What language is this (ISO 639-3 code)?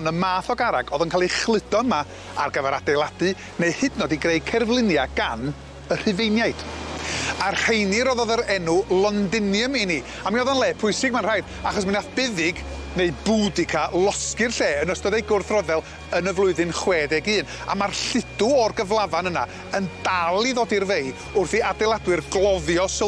cym